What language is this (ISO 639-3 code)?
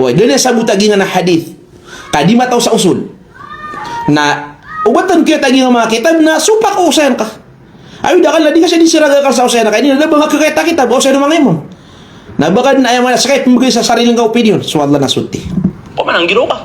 mrw